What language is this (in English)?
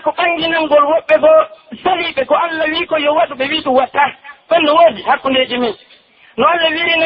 Pular